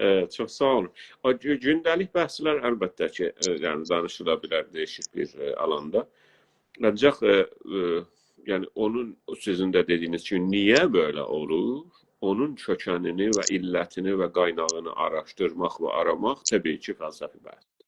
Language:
South Azerbaijani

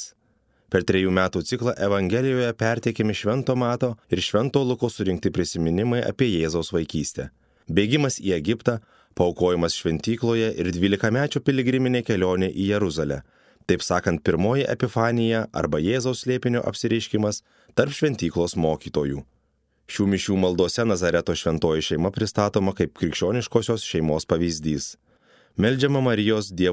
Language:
Lithuanian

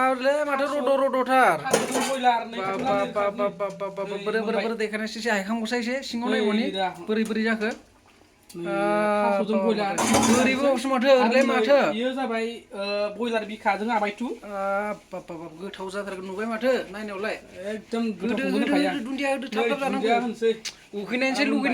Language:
Bodo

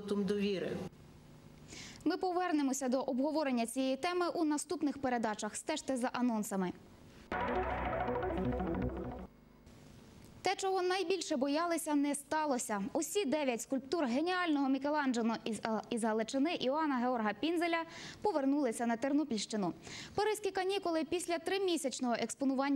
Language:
Ukrainian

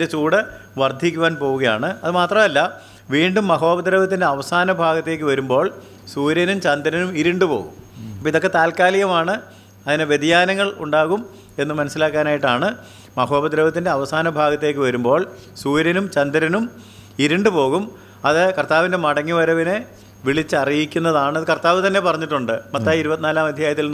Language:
Malayalam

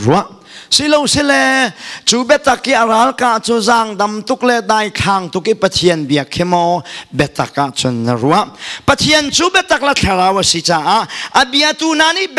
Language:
Hakha Chin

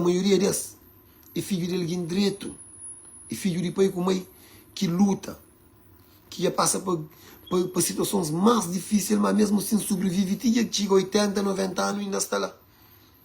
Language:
Kabuverdianu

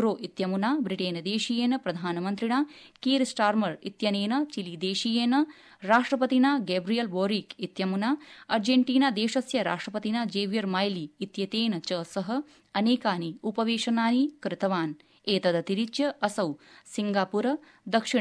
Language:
Sanskrit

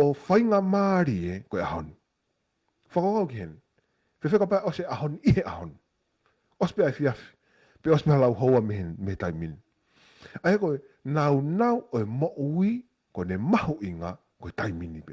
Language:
Tongan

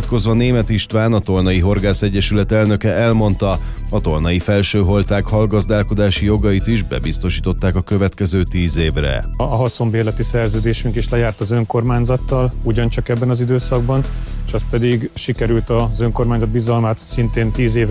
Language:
Hungarian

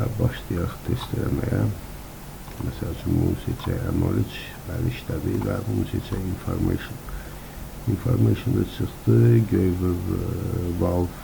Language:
Azerbaijani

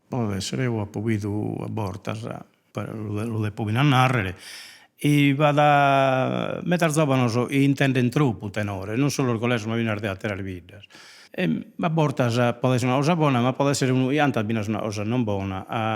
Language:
Sardinian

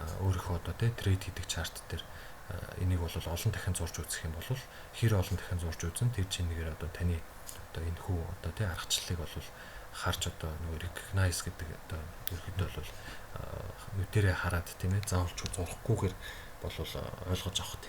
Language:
Mongolian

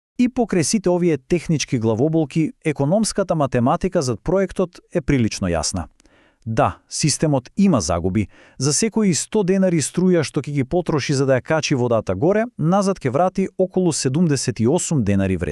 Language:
Macedonian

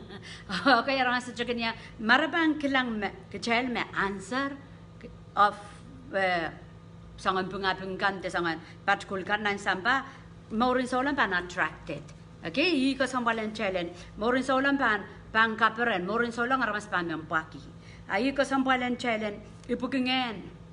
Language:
Pohnpeian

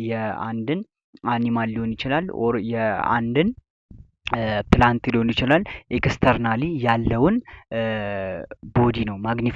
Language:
Amharic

